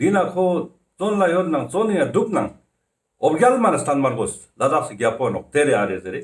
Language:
Ladakhi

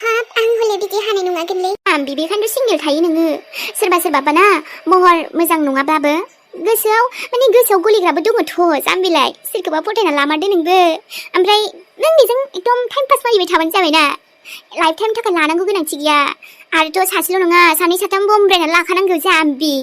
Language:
Bodo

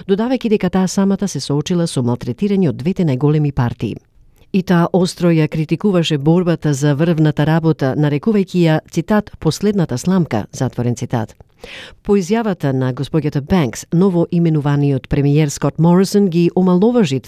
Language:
Macedonian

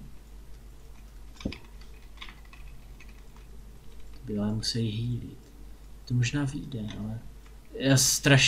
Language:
Czech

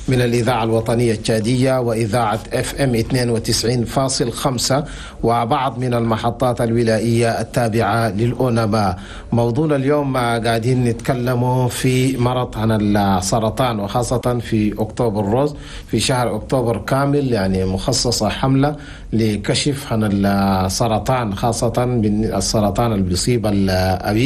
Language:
Chadian Arabic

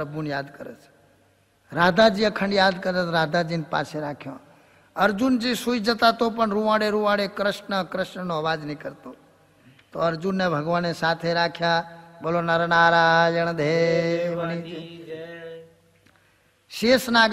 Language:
Gujarati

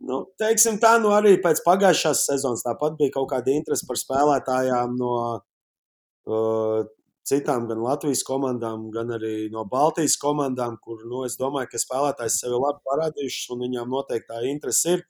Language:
Latvian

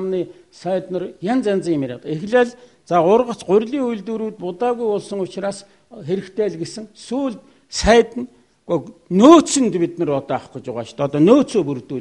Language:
Mongolian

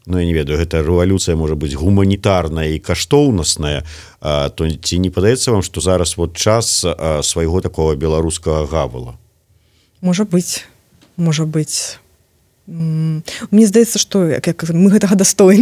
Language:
Belarusian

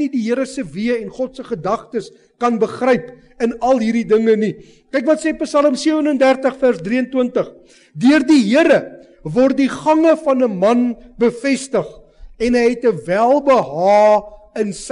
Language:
Afrikaans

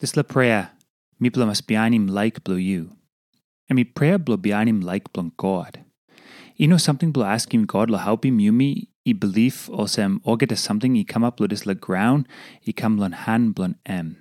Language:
Tok Pisin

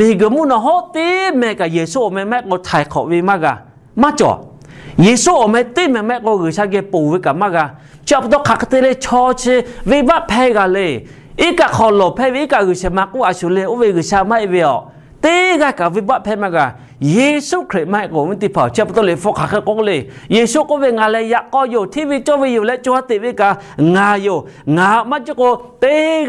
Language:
Lahu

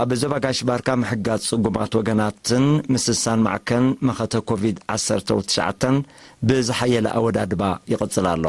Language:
Tigrinya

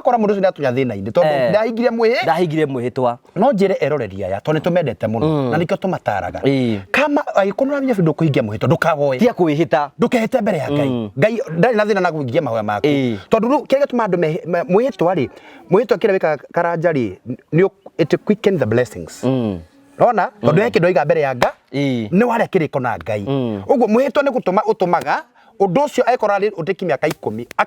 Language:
Kikuyu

